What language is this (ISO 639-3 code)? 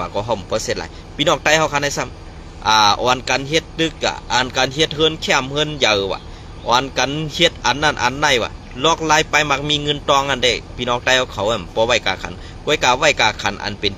shn